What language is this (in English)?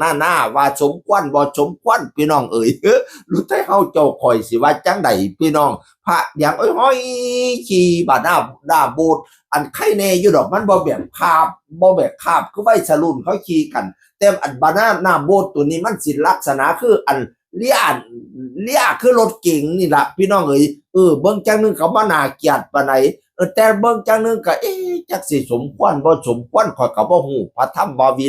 Northeastern Thai